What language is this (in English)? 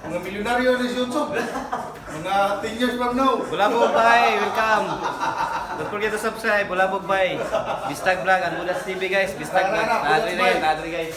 Cebuano